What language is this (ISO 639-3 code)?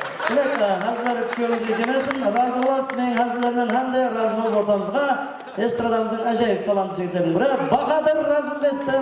kaa